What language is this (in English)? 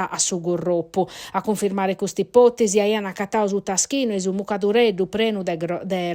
Sardinian